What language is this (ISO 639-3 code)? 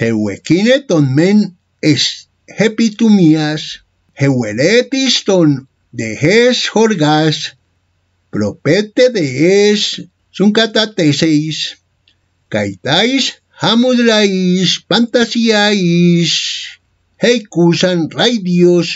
grc